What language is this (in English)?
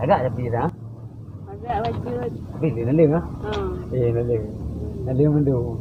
Achinese